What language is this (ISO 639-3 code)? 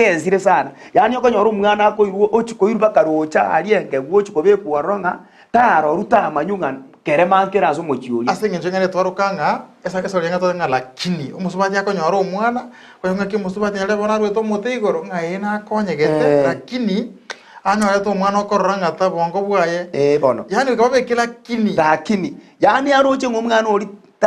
guz